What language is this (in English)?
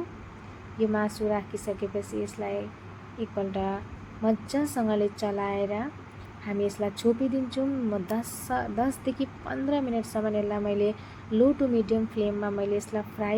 Nepali